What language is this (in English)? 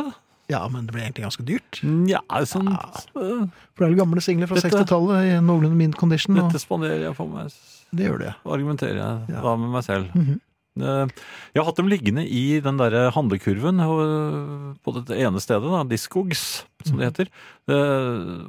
Norwegian